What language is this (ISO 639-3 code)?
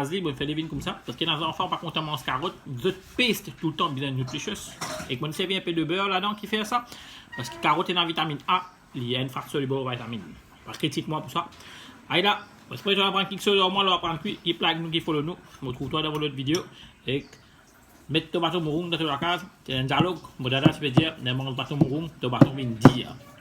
mfe